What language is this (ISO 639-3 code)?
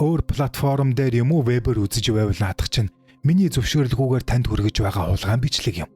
mon